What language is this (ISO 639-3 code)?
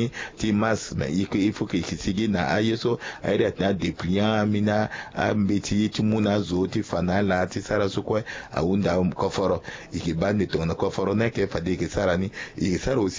sag